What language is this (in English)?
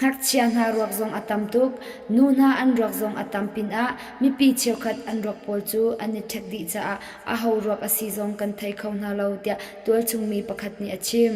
Hakha Chin